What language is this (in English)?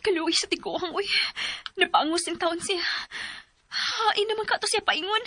Cebuano